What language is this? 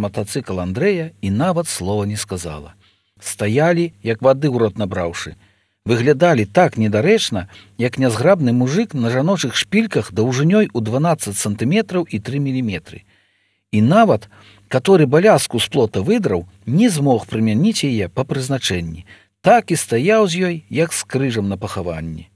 Belarusian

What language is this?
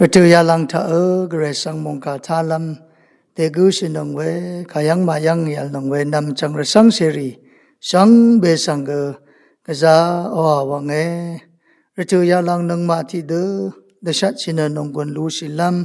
Rawang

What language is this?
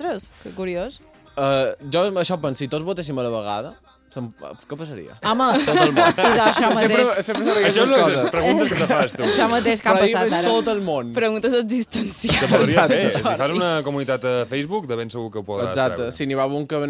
Catalan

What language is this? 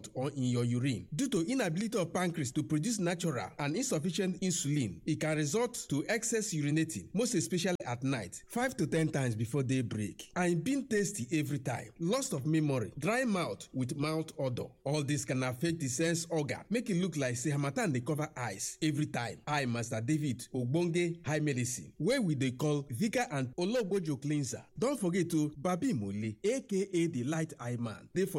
Nigerian Pidgin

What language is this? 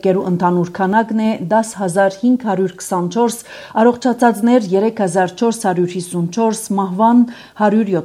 Armenian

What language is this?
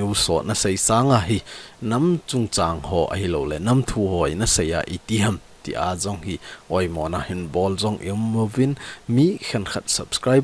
Thado Chin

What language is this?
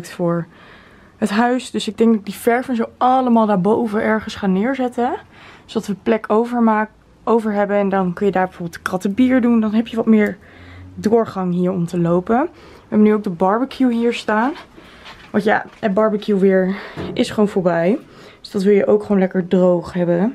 Dutch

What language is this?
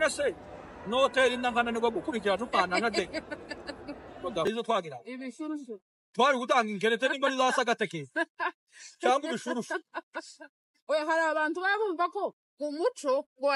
Kinyarwanda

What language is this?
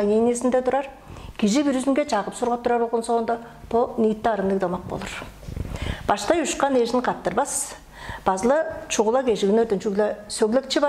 Tuvinian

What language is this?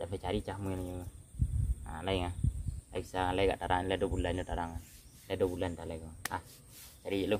Minangkabau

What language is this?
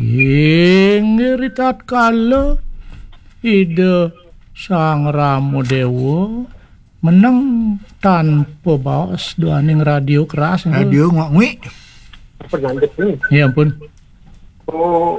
Balinese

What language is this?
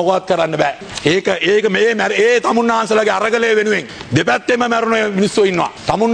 Sinhala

